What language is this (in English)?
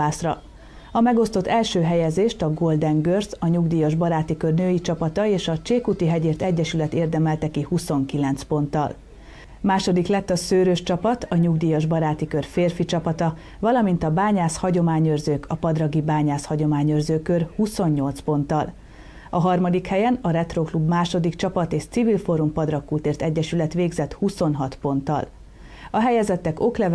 Hungarian